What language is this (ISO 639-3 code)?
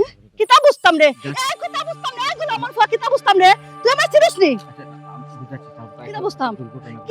syl